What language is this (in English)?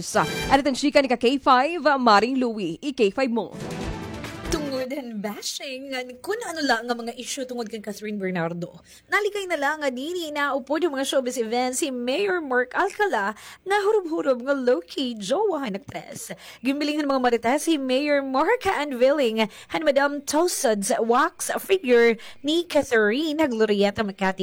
Waray